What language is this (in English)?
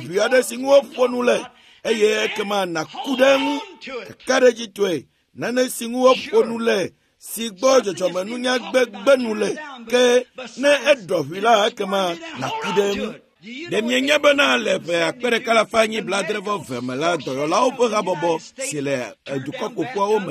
Ewe